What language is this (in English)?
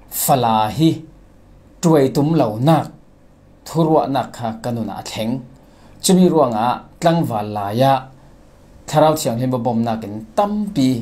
Falam Chin